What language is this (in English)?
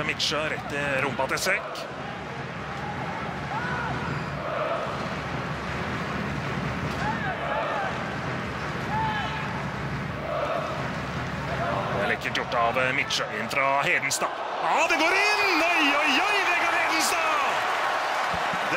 Norwegian